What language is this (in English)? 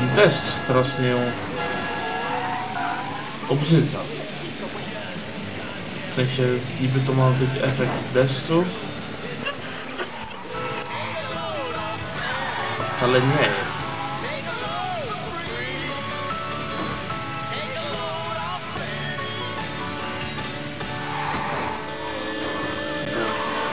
Polish